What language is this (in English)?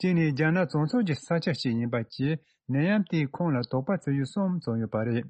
Tibetan